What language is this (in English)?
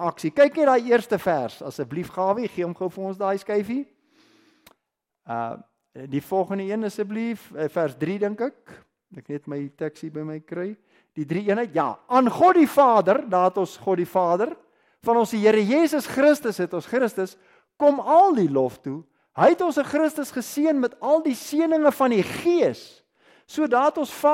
Afrikaans